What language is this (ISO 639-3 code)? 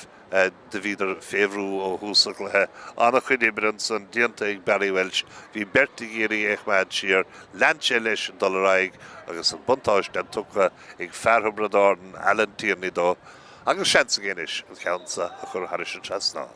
gle